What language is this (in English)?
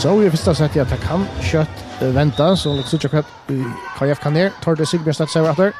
Faroese